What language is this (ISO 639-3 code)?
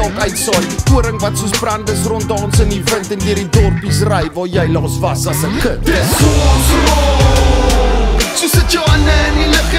afr